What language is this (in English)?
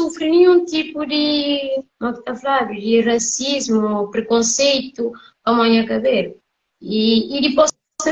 Kabuverdianu